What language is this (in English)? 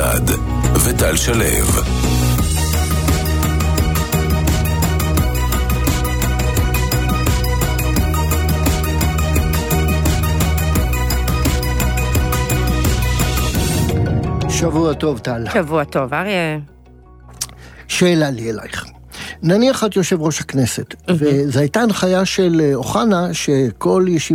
Hebrew